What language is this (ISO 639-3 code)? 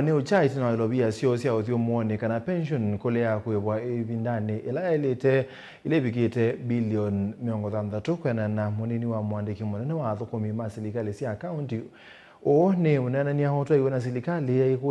kam